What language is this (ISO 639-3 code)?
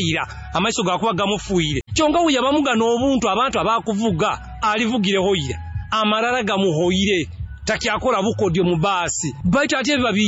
nyo